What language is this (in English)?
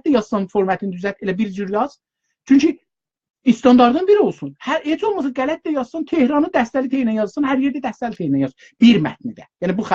South Azerbaijani